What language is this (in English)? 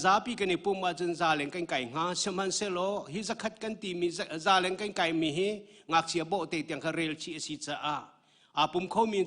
Hakha Chin